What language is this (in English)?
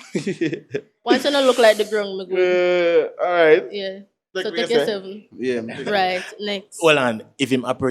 Jamaican Creole English